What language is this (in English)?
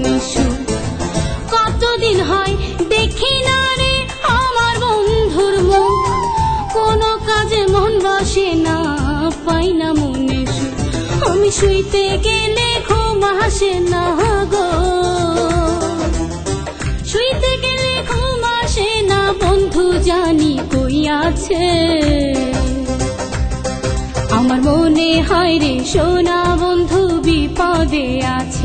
Bangla